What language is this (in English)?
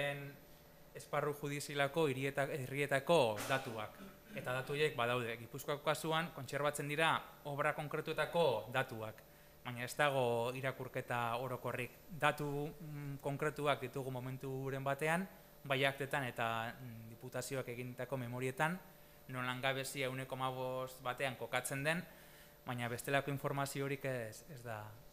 Basque